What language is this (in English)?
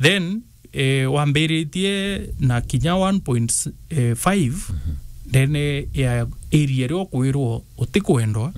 Meru